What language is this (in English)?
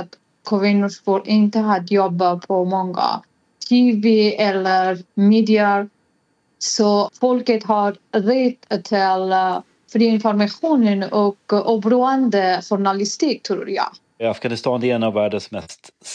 Swedish